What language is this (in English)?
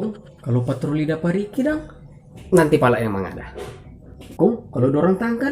Manado Malay